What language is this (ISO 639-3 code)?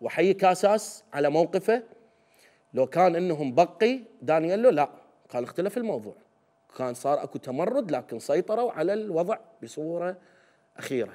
acm